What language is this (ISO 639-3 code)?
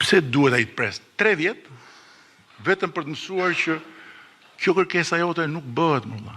sqi